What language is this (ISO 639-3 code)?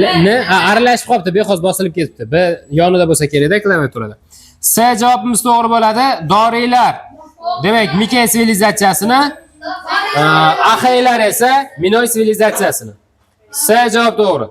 uzb